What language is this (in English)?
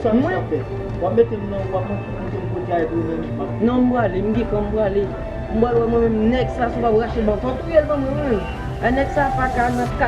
Haitian Creole